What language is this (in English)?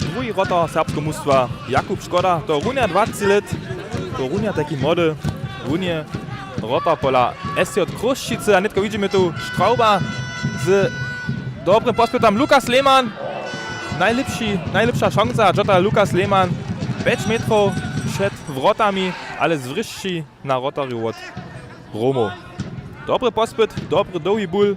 Upper Sorbian